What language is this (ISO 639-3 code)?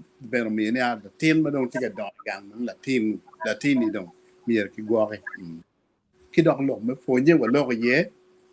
ach